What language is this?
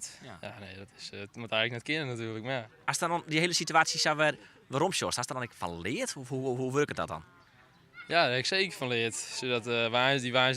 Western Frisian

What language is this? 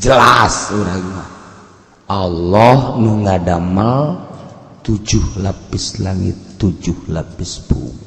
Sundanese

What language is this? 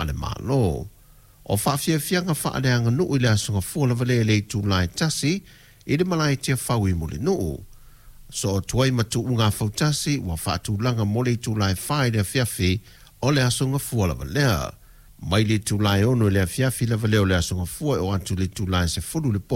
Samoan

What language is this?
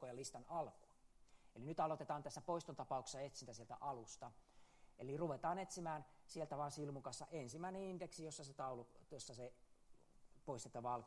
Finnish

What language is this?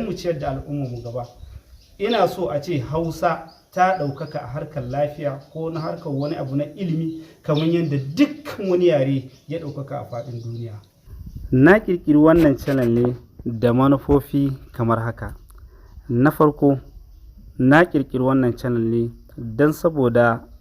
Hausa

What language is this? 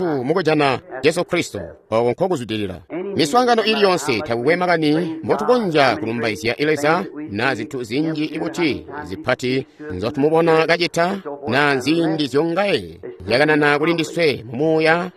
Tonga (Zambia)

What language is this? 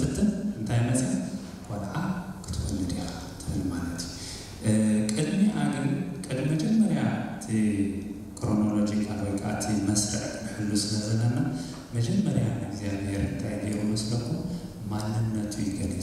Tigrinya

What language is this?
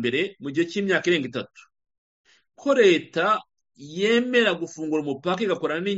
Kinyarwanda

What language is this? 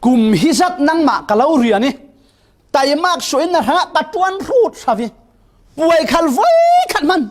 Falam Chin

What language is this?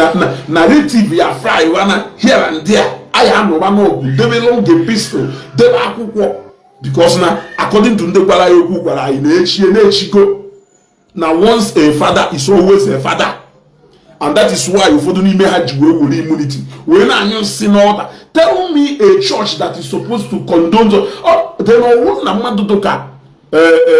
Igbo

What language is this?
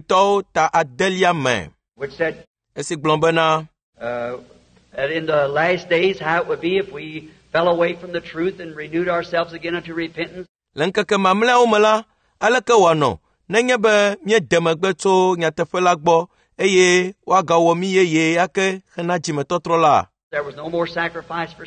Ewe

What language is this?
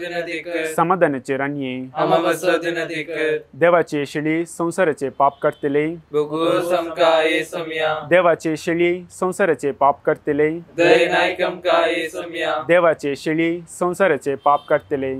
Konkani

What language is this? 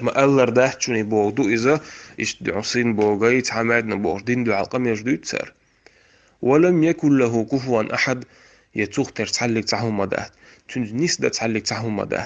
Chechen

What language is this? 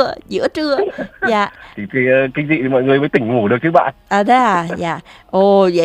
Vietnamese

